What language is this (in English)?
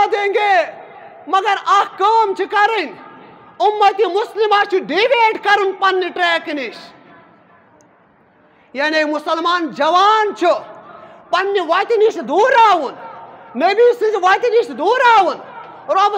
Kashmiri